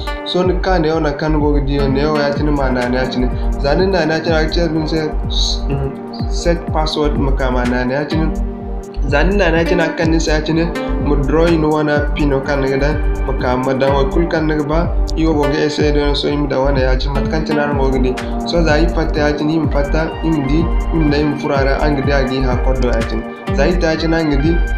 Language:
Zarma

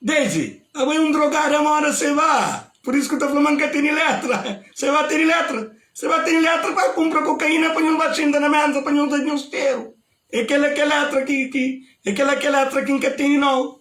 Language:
Kabuverdianu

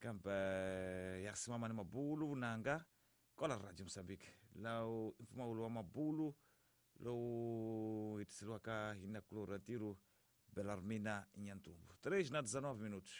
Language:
Tsonga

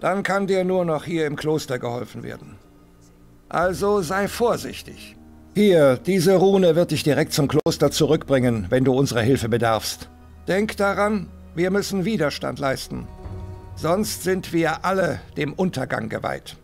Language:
Bavarian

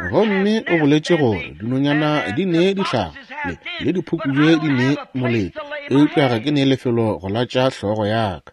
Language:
Northern Sotho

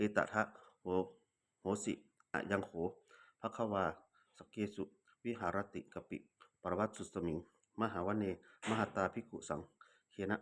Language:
Pali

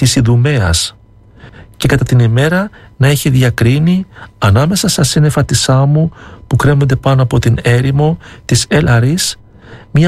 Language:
Greek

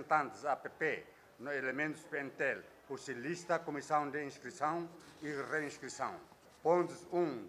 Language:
Tetum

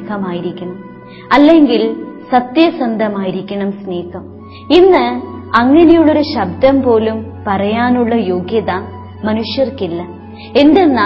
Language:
Malayalam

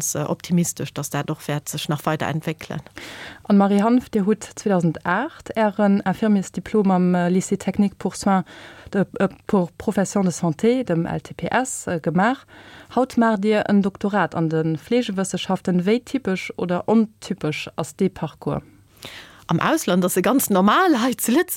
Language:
Luxembourgish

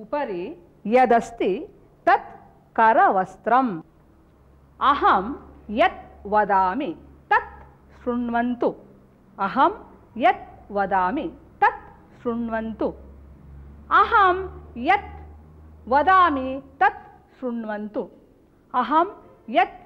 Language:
Sanskrit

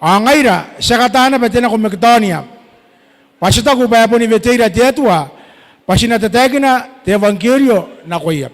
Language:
Gilbertese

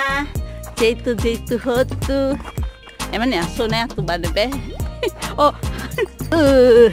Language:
Tetum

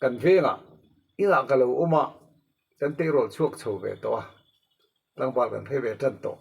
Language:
Mizo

